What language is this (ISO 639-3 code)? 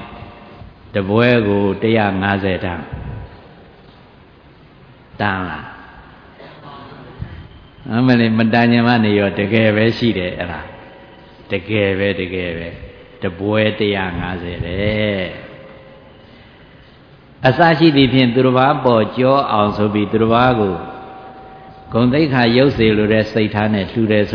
mya